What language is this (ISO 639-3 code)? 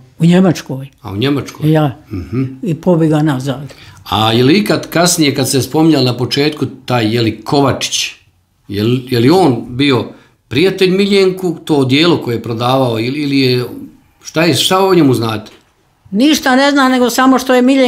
srp